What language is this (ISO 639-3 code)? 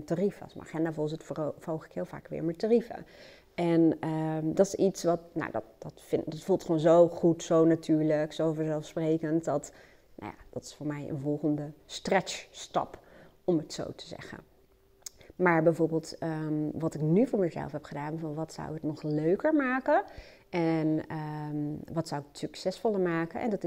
nld